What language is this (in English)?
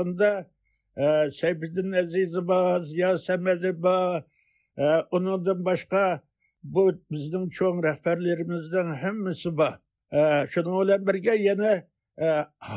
Uyghur